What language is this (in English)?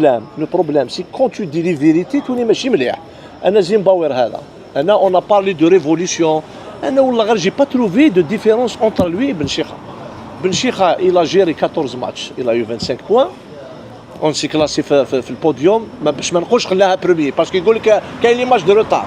Algerian Arabic